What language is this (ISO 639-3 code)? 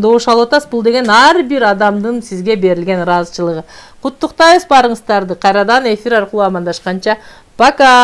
kir